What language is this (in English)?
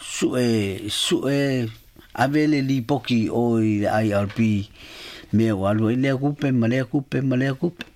Samoan